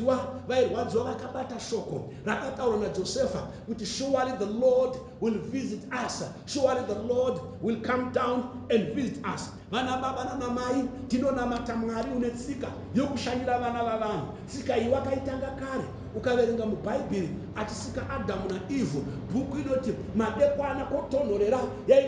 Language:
Shona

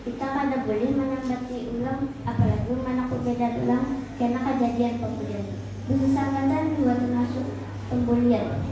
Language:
Banjar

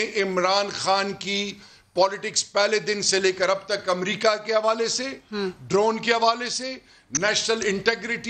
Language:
Urdu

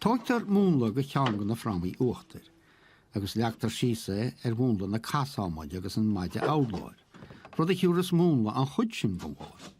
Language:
Irish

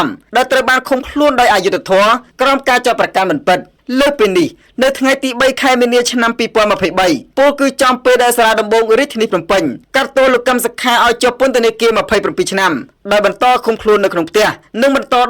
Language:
Khmer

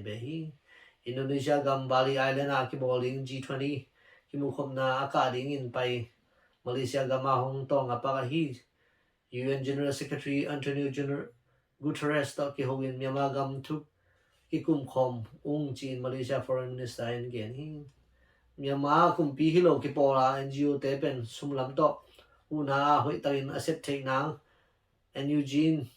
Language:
Tedim Chin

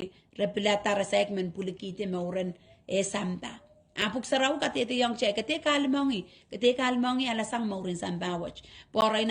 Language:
Pohnpeian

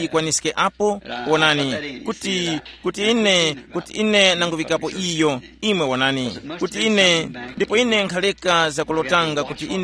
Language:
Tumbuka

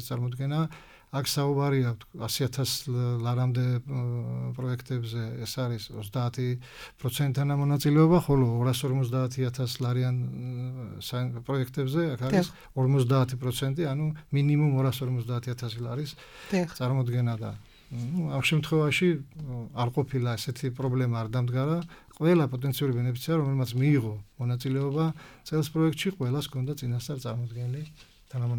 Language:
Georgian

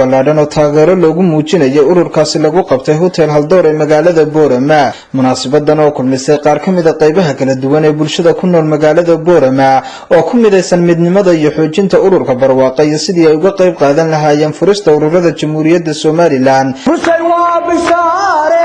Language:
Somali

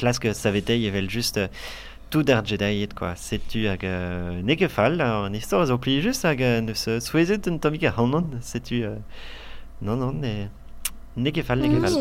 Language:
Breton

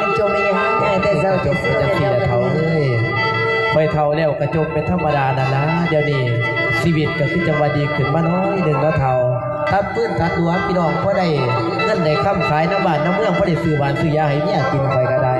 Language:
Northeastern Thai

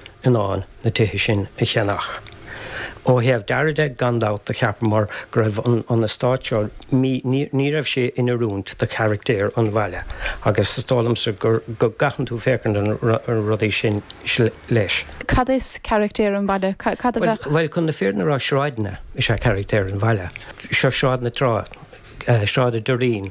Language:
Irish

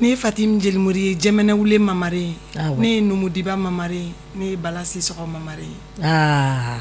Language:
Bambara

